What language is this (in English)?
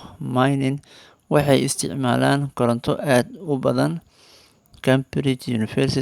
Somali